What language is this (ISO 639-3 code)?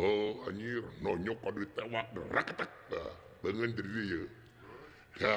sun